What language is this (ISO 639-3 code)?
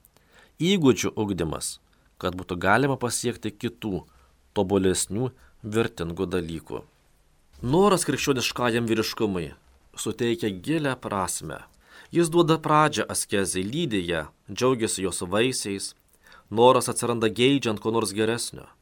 lit